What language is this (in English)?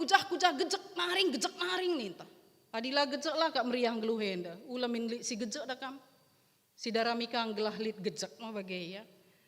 Batak Karo